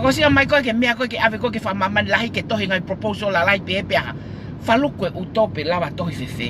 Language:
Tongan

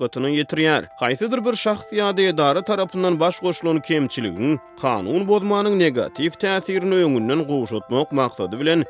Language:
Turkmen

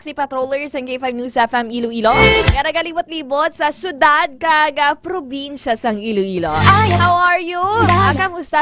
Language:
Hiligaynon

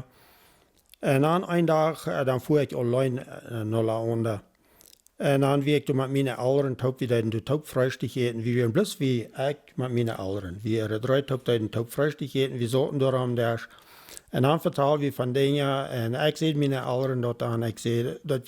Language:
Plautdietsch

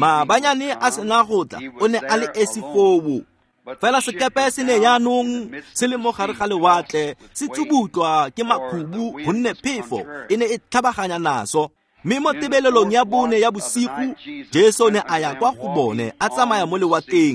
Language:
Tswana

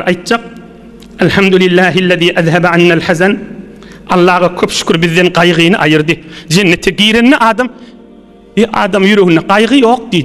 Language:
Turkmen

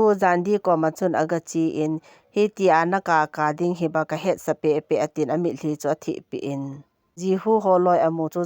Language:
Thado Chin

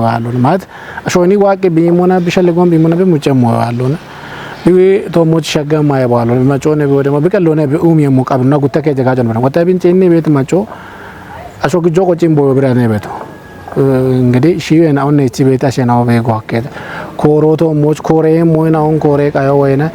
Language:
Kafa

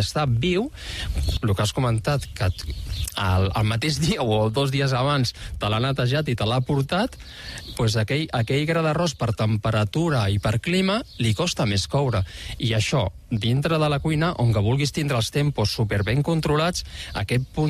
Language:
Catalan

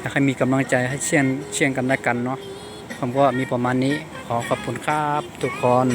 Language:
Shan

